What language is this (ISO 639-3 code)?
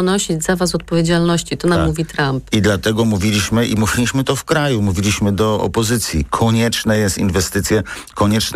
pol